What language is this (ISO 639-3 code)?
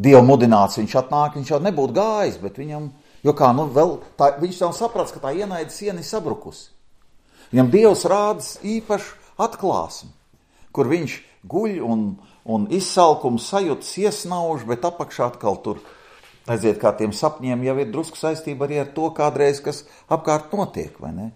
lav